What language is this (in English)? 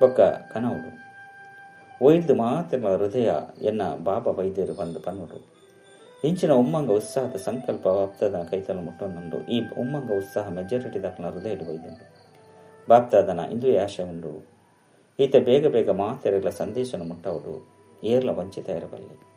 Tulu